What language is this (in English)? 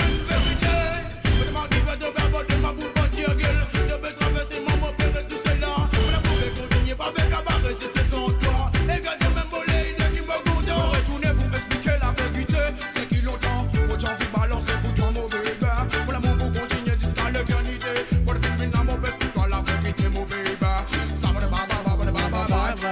Morisyen